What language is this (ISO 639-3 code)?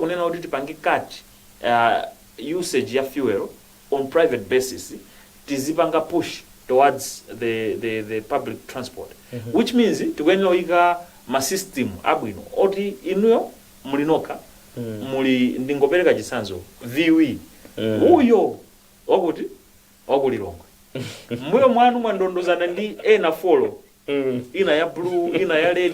nya